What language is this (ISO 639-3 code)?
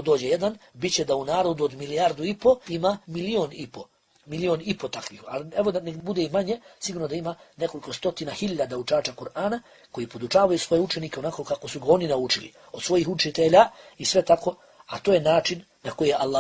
bos